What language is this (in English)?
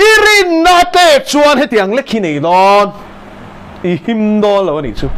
Mizo